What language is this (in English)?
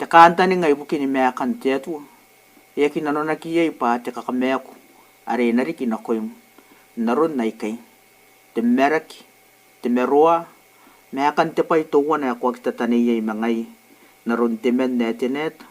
Gilbertese